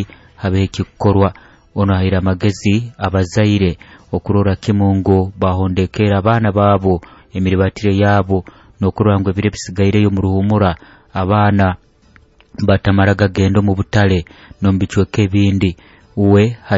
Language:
Nyoro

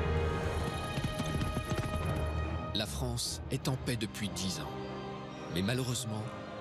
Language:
French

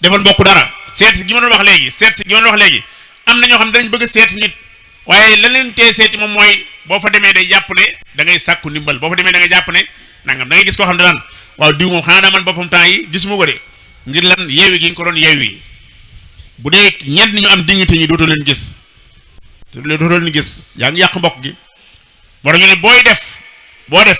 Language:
Wolof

